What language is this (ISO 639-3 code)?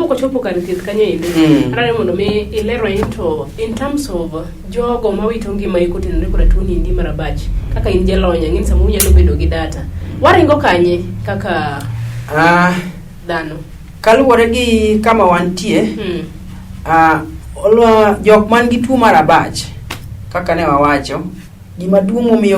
luo